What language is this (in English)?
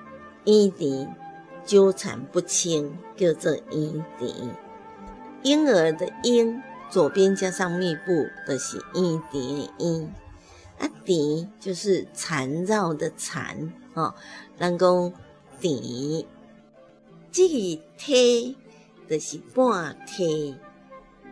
Min Nan Chinese